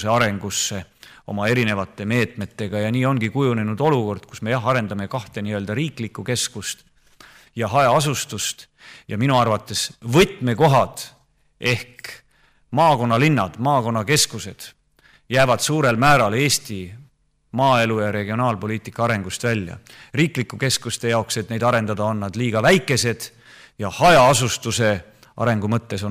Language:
Estonian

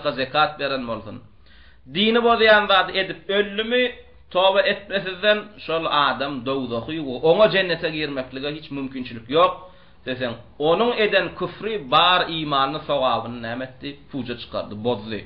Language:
Turkmen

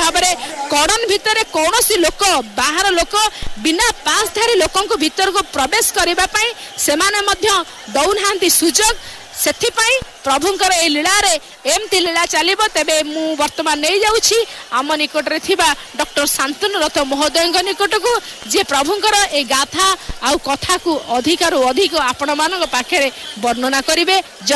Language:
Odia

